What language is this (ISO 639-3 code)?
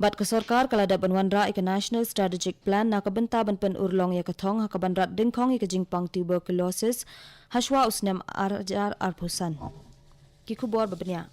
kha